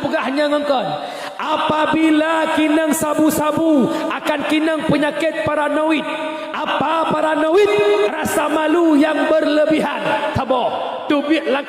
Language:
Achinese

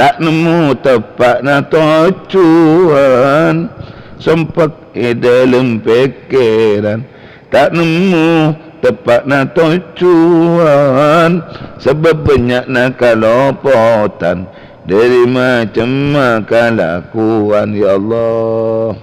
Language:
Madurese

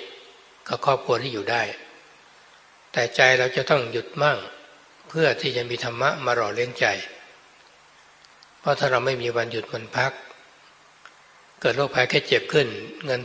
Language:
Thai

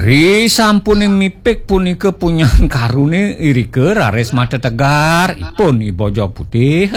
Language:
Balinese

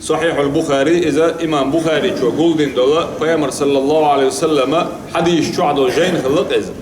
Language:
Chechen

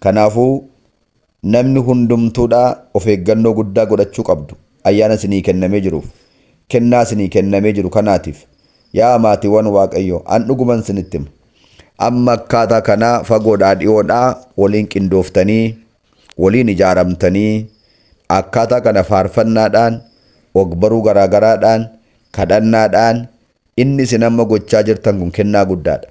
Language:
Oromo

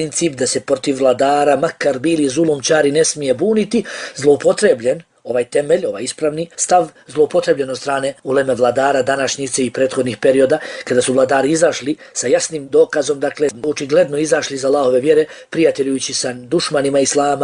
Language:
Bosnian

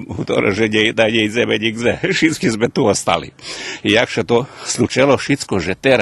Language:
Rusyn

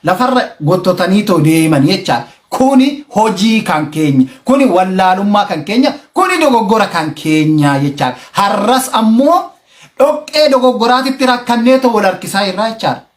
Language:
Oromo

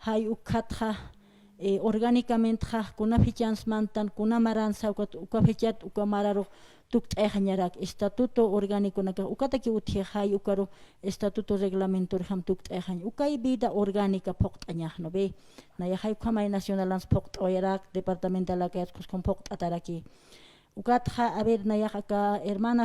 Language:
Aymara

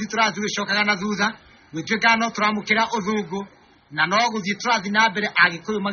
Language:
Kikuyu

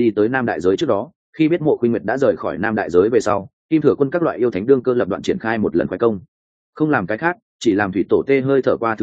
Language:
Vietnamese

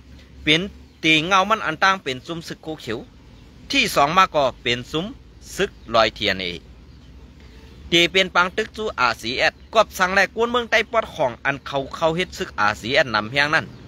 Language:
Shan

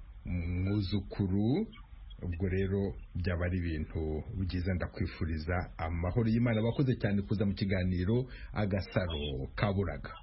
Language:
Kinyarwanda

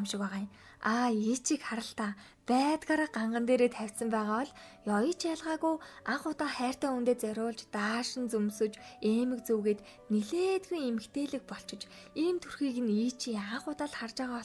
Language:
Mongolian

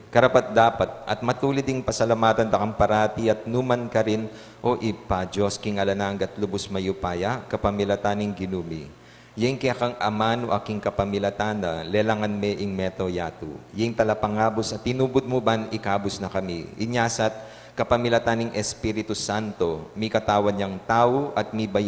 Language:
Pampanga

